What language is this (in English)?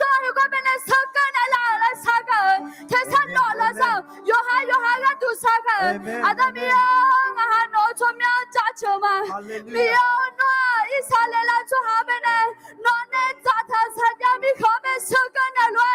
Akha